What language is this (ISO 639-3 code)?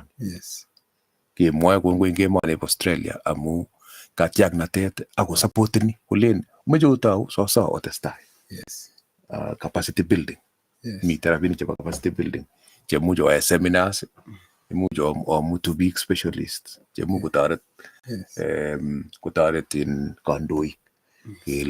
kln